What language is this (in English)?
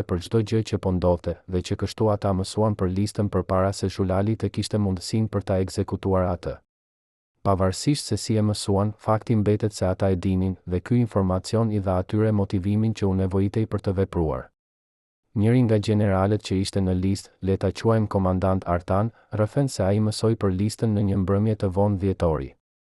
Albanian